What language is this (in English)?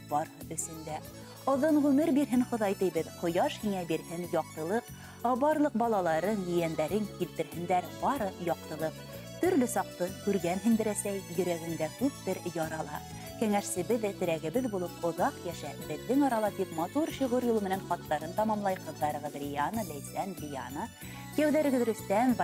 Bashkir